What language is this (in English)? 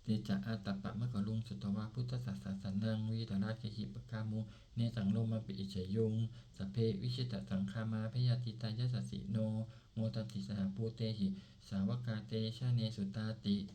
Pali